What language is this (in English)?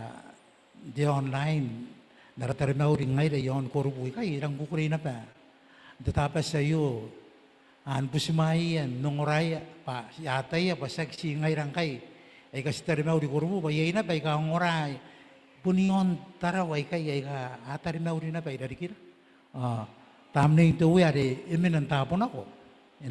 Gilbertese